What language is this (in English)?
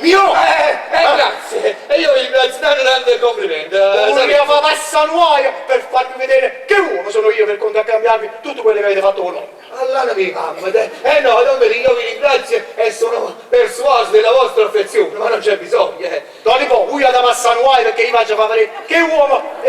Neapolitan